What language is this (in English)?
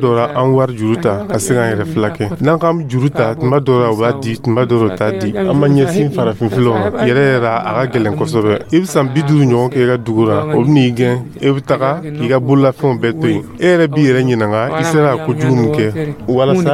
Dyula